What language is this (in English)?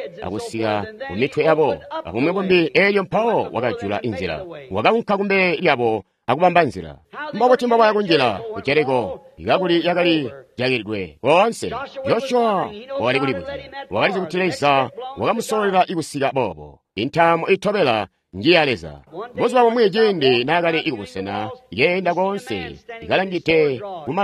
Tonga (Zambia)